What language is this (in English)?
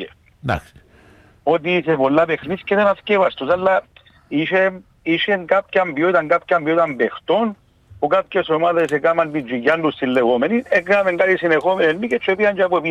Greek